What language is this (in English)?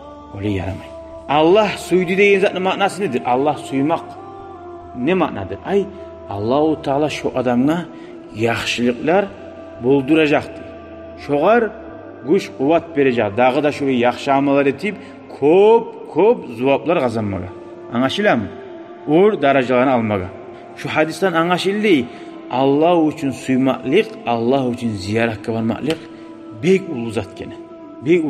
Kumyk